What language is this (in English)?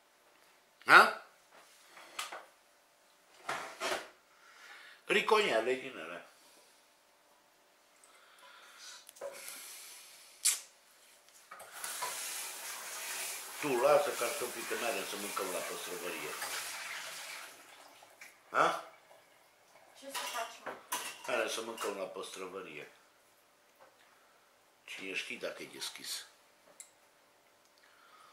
Romanian